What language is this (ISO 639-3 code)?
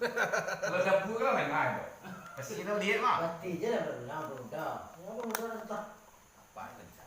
min